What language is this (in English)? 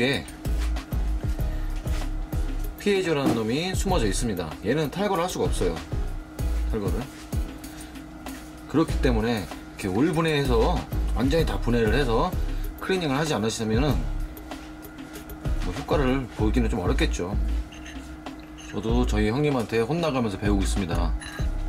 Korean